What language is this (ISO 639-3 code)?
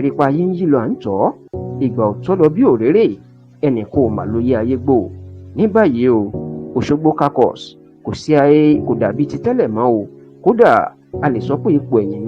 yor